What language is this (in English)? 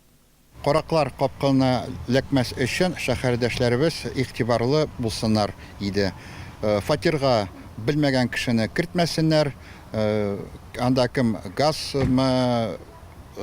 Tatar